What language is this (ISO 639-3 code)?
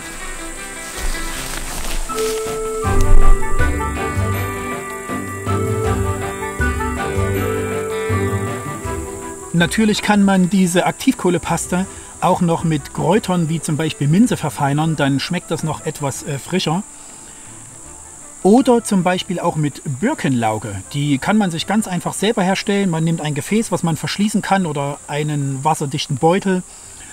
deu